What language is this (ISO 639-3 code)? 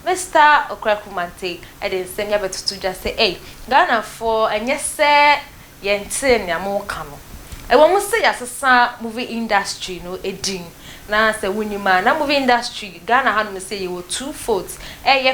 aka